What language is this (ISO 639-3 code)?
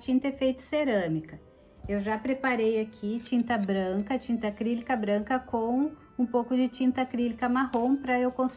por